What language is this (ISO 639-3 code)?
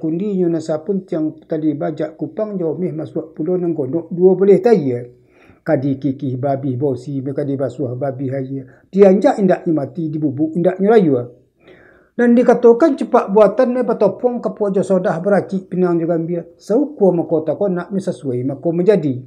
min